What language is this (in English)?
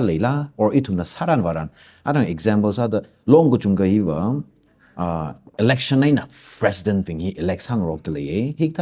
Tangkhul Naga (India)